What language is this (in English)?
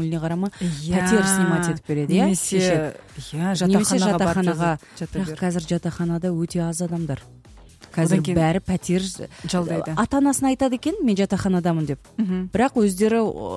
Kazakh